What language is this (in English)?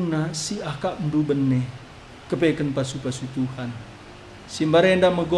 Batak Karo